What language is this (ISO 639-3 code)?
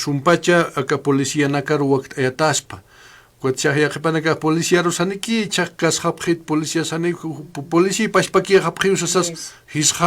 aym